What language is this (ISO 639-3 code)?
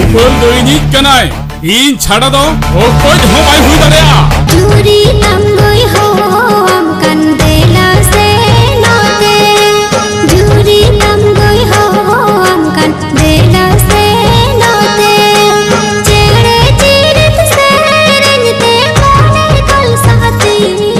sat